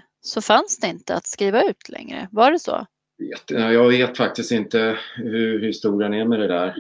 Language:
Swedish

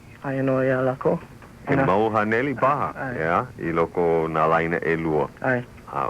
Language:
Hawaiian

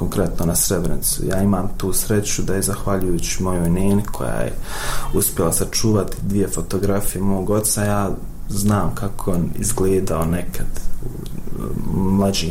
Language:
Bosnian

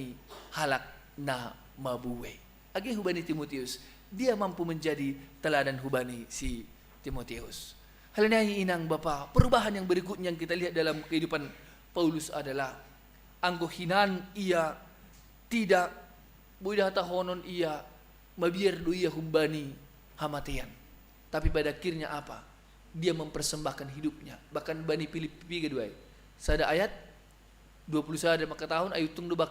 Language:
Batak Simalungun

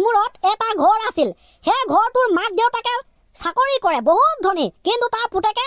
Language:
Assamese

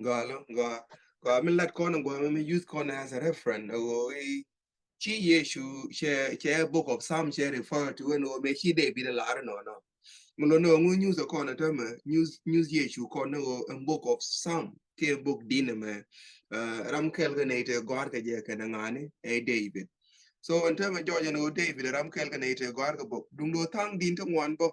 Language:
Nuer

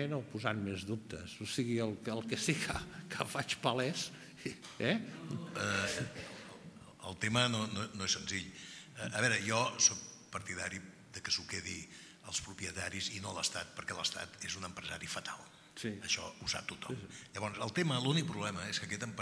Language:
Catalan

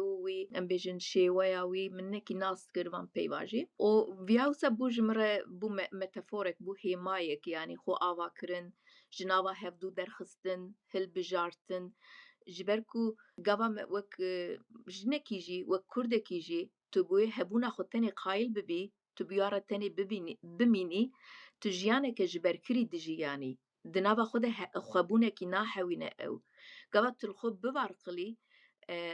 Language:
Kurdish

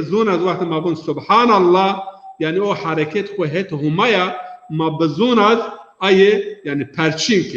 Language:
Zaza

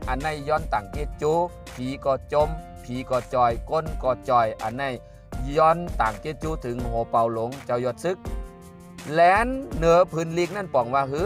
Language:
Shan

